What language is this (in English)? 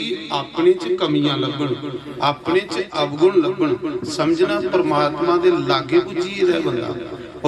Dogri